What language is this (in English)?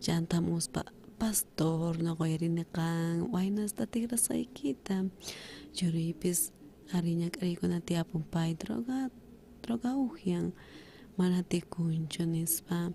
South Bolivian Quechua